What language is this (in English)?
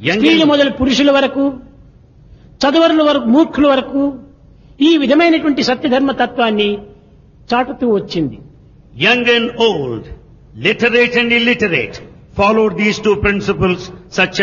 Telugu